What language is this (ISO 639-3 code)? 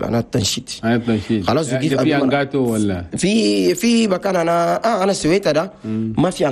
shu